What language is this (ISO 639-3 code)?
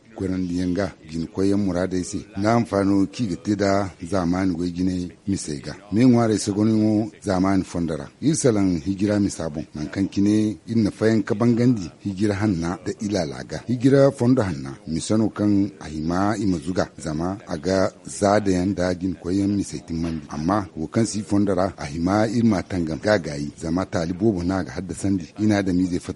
dje